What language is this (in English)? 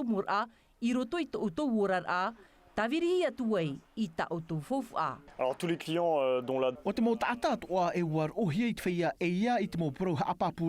Tahitian